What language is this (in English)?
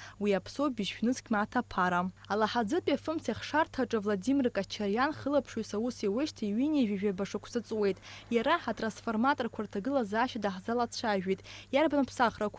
Abkhazian